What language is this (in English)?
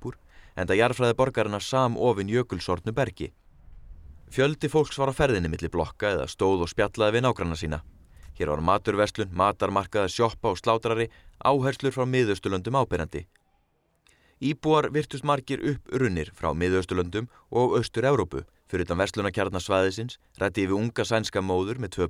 Icelandic